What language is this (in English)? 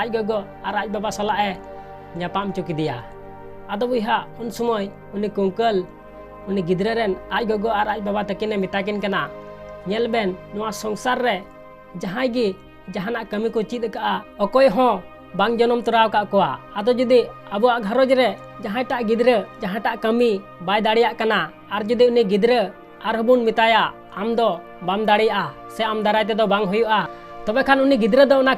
Santali